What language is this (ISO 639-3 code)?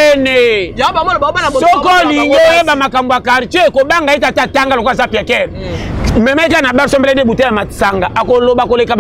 lin